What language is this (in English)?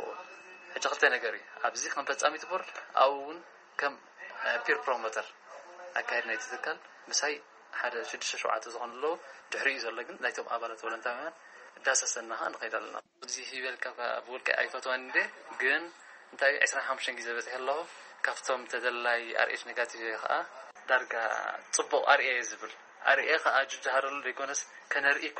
Tigrinya